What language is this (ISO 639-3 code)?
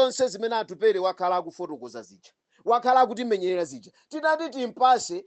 nya